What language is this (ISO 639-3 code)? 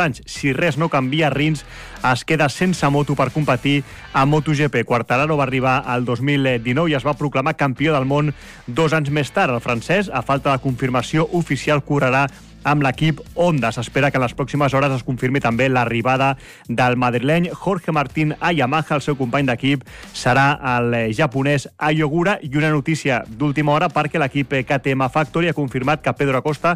cat